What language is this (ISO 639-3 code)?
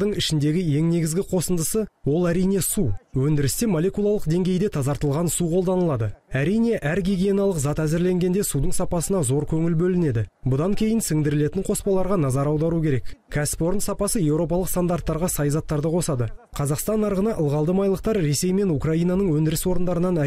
kaz